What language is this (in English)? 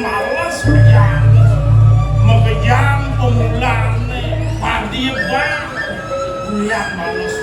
Balinese